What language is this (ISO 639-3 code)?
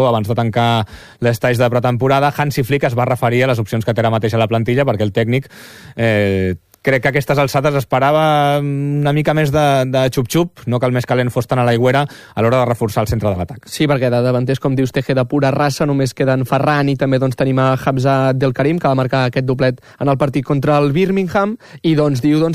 cat